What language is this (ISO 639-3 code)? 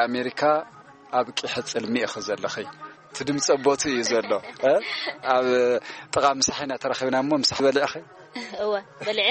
tir